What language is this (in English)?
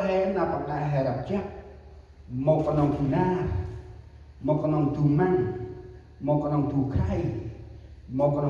Central Mnong